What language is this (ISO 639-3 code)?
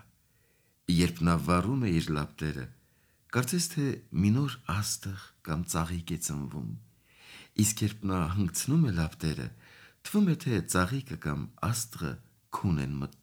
hye